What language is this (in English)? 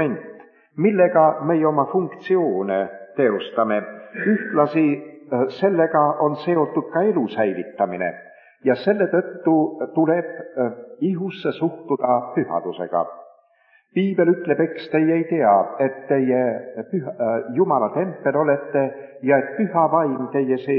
Estonian